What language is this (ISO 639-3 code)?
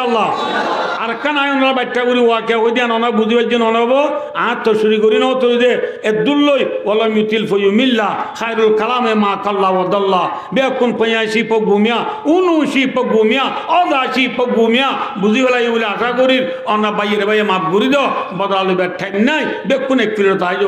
rhg